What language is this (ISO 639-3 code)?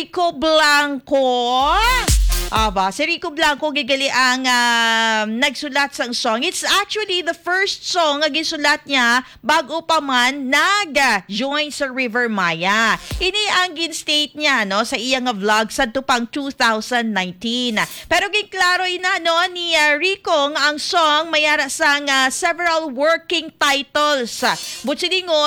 hil